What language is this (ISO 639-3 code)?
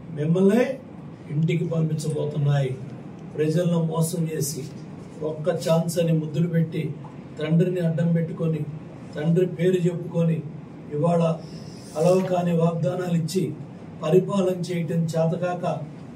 tel